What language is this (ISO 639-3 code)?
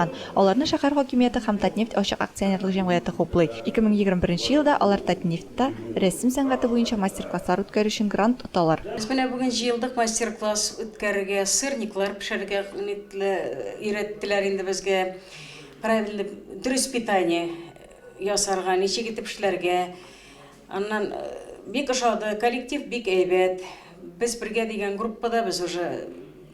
tat